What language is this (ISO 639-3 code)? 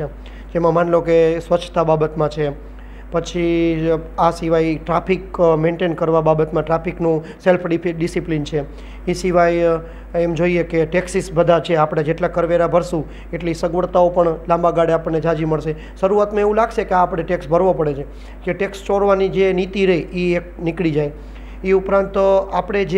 guj